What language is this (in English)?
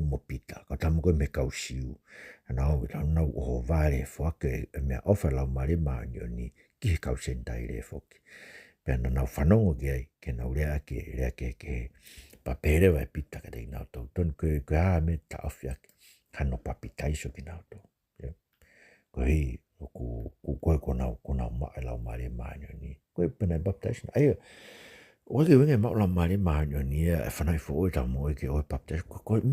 Tongan